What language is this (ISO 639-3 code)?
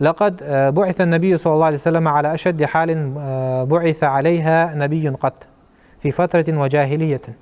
inh